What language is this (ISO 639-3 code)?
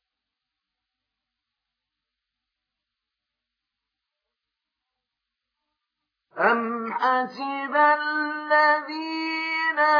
ara